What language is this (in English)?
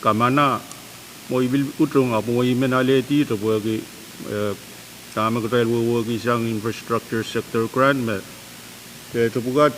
Pohnpeian